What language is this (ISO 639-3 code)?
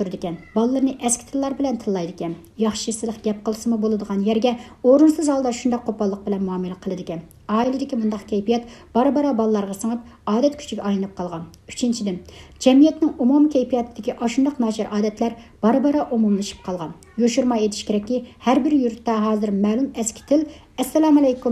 uig